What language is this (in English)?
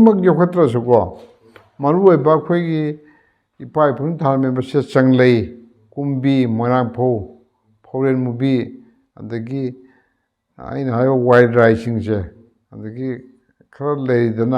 Manipuri